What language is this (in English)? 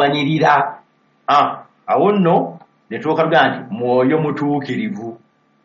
Ganda